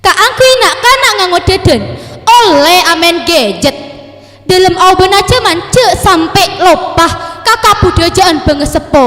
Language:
Madurese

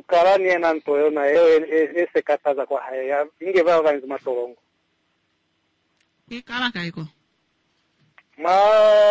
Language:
Swahili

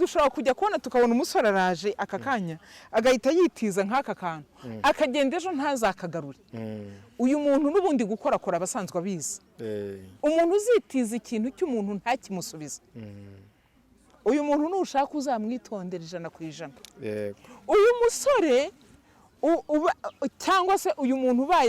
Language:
Kinyarwanda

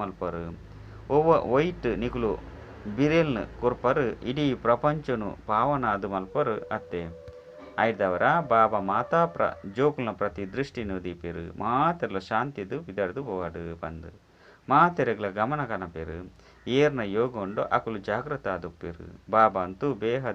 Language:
Tulu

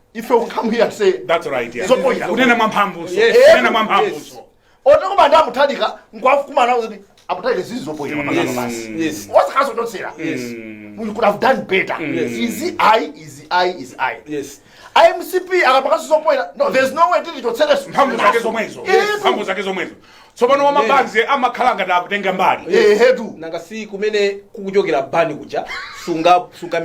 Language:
Nyanja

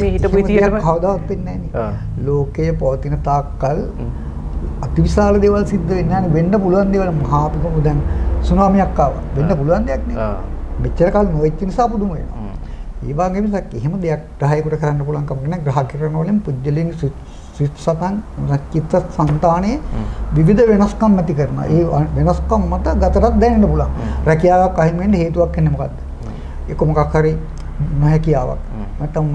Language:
Sinhala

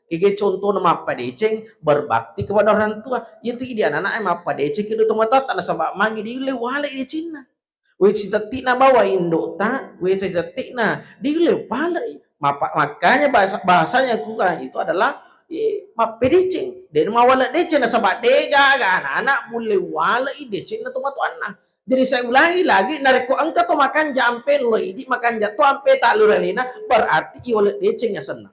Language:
Buginese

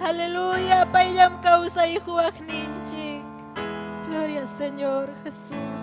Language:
Ayacucho Quechua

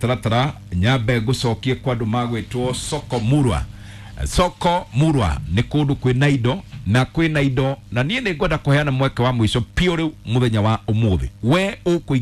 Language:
Kikuyu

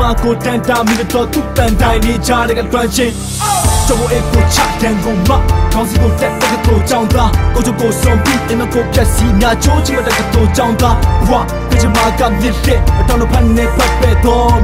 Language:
Burmese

